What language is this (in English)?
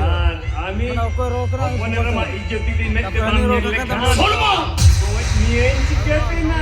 Santali